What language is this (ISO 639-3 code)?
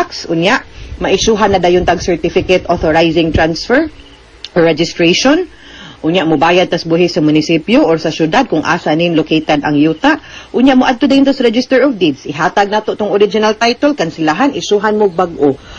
ceb